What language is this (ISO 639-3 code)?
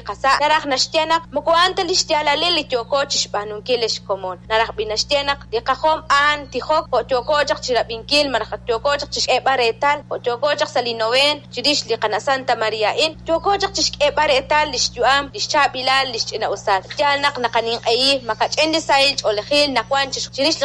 kek